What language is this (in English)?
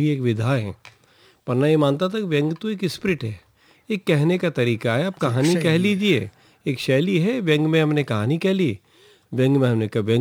Hindi